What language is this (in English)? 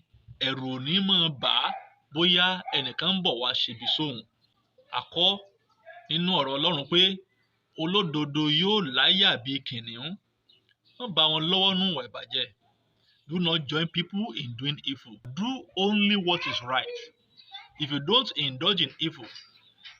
Yoruba